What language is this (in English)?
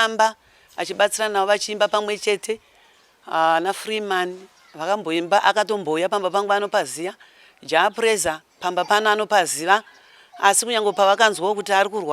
Shona